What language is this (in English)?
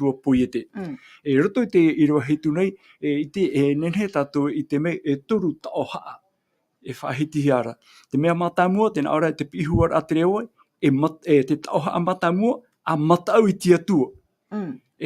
Tahitian